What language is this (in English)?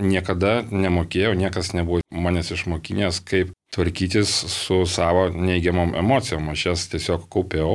Lithuanian